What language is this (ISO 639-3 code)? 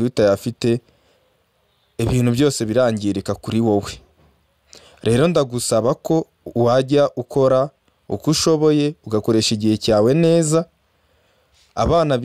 kin